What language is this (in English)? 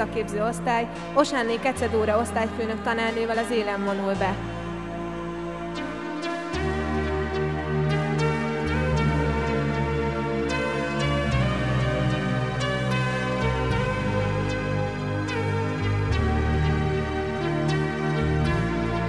Hungarian